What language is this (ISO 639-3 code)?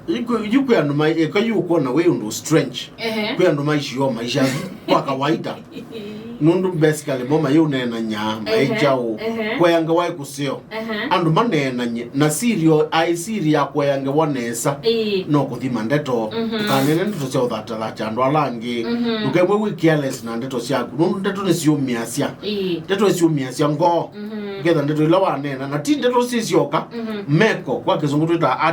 kam